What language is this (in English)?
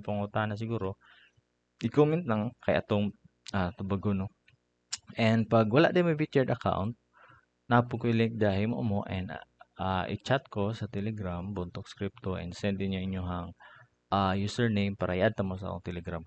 Cebuano